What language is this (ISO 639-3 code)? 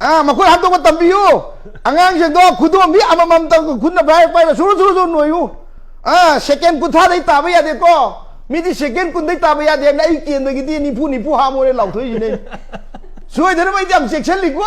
mni